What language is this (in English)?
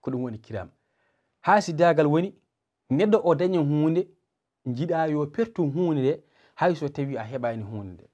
Fula